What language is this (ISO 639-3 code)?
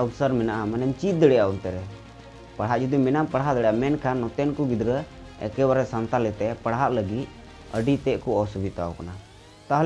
sat